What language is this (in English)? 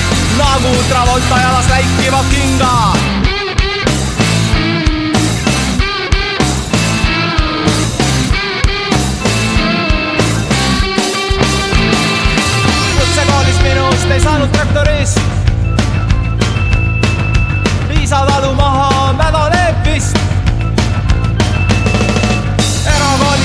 Estonian